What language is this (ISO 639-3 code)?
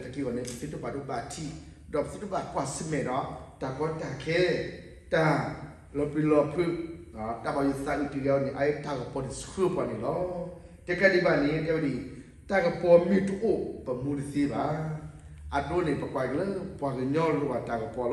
ksw